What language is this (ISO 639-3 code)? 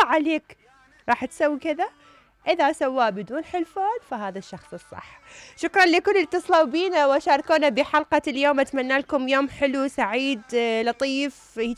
acm